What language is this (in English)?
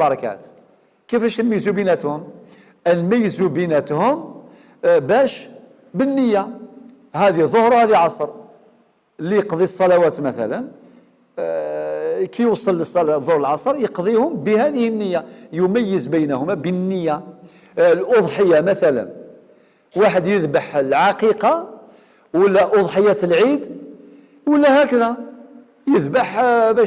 Algerian Arabic